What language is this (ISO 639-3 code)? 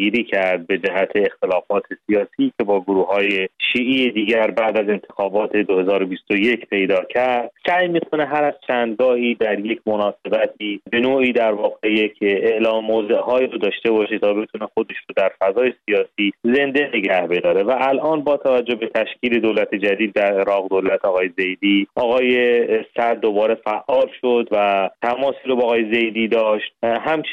fas